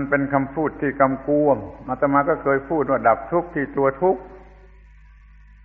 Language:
Thai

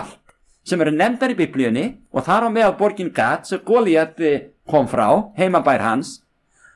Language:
Icelandic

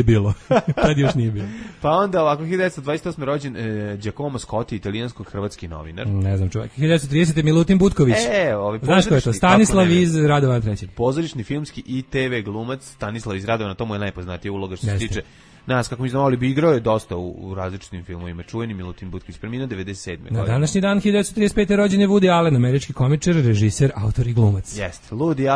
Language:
Serbian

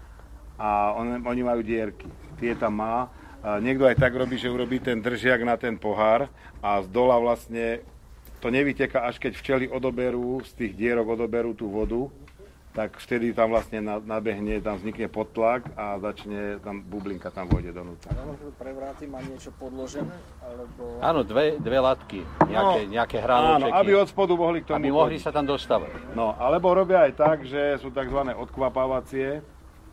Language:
Slovak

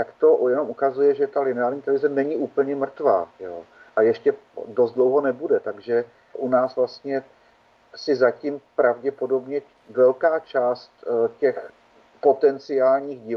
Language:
Czech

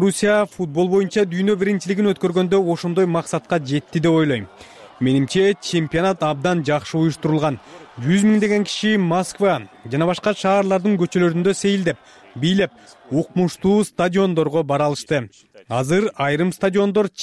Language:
Kyrgyz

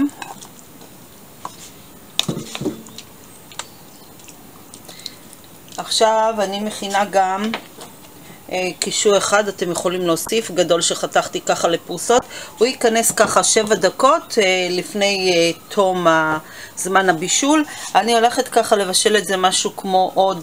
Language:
Hebrew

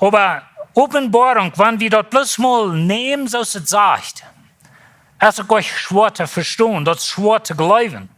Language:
Plautdietsch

